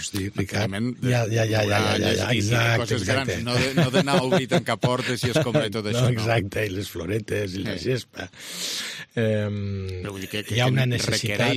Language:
Catalan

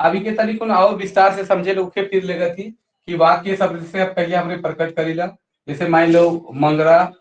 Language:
Sadri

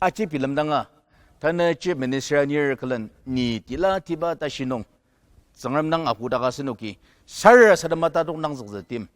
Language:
Ao Naga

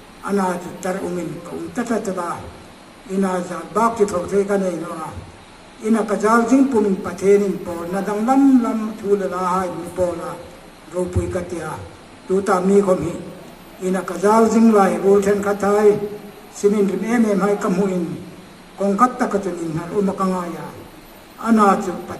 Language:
Hmar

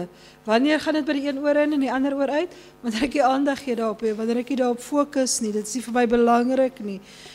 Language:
Afrikaans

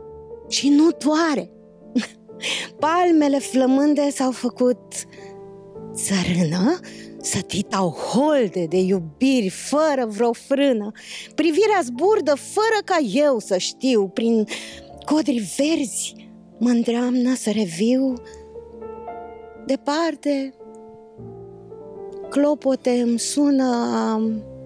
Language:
Romanian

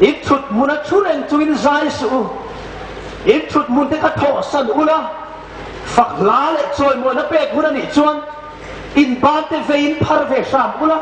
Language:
Hmar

